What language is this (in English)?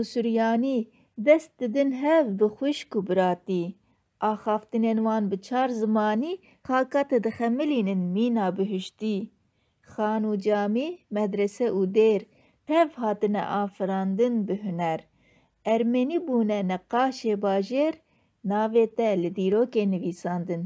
Kurdish